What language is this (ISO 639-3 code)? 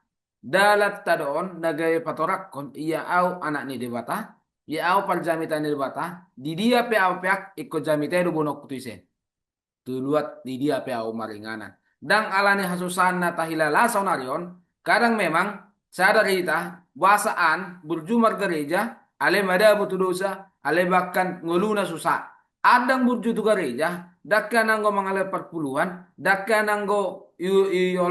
bbc